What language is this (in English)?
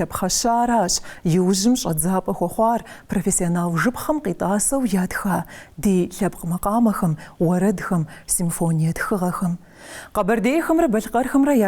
Kabardian